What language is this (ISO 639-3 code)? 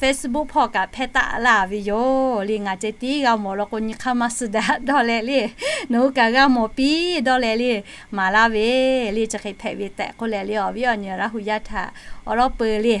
lhu